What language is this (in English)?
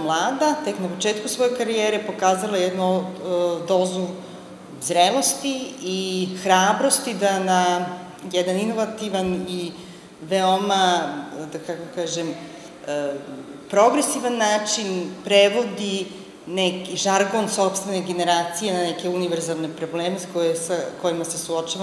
Serbian